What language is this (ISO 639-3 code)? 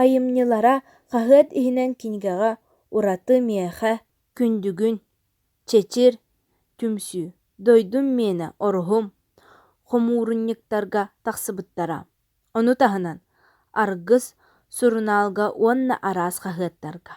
sah